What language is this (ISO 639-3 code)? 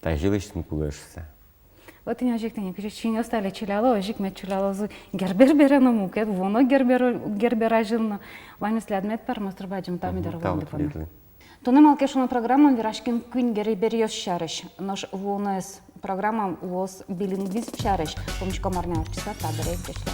udm